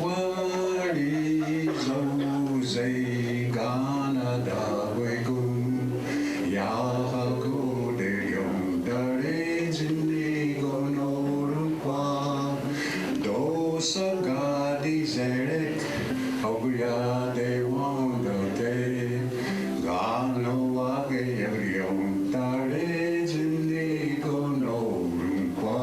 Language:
Mohawk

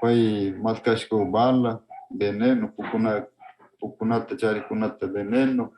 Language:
Northern Pastaza Quichua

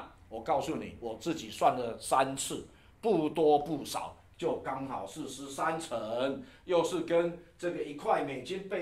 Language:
Chinese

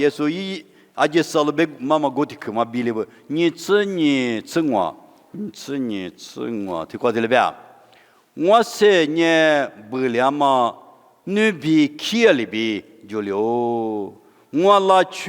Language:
Lisu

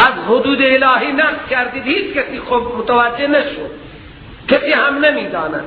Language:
Persian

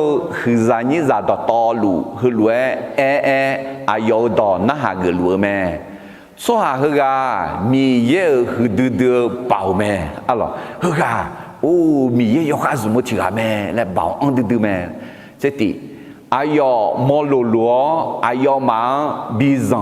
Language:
Akha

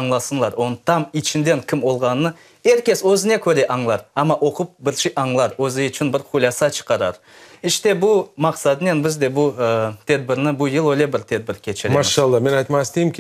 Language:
Crimean Tatar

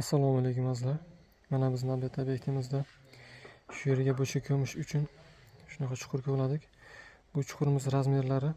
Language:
Uzbek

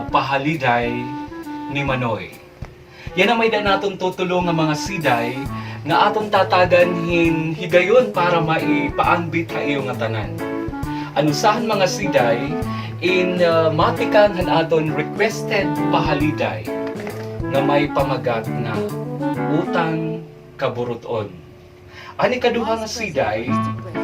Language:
Waray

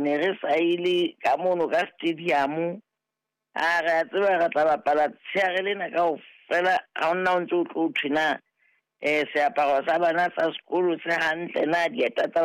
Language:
Southern Sotho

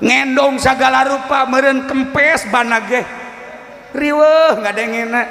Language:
Sundanese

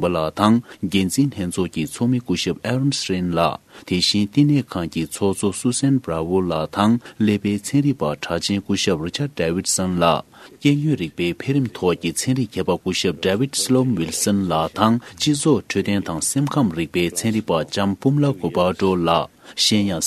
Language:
Tibetan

